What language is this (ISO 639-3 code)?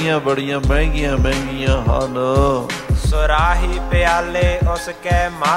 pan